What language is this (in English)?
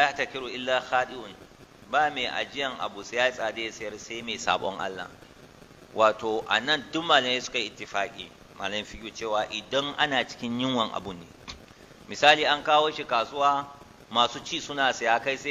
Hausa